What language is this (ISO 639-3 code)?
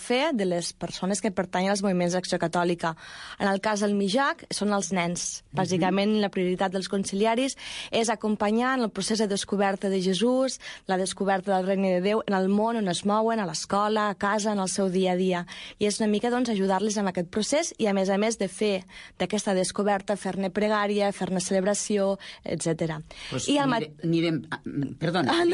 cat